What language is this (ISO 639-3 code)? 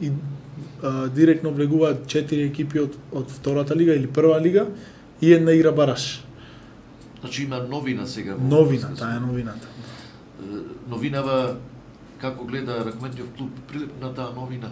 mkd